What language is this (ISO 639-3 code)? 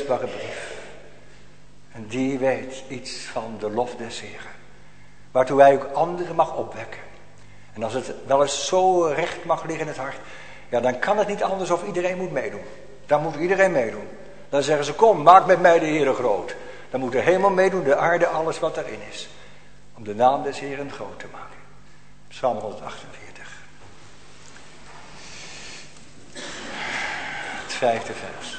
nld